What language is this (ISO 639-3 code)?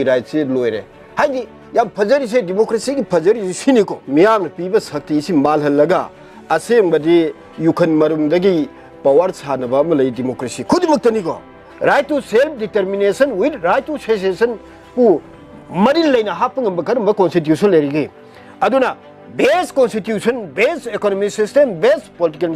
mni